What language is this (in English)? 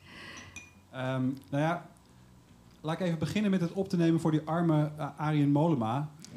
Dutch